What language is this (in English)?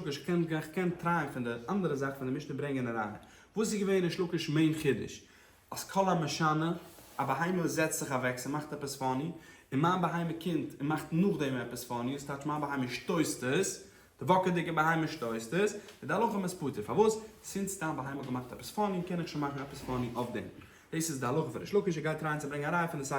Yiddish